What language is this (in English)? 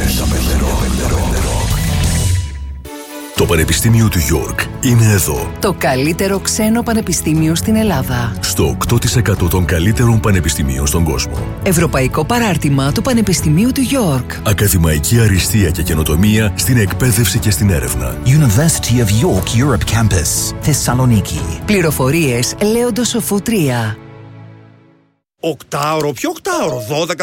Greek